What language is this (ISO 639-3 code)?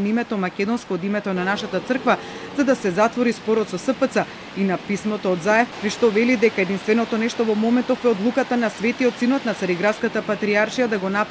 mkd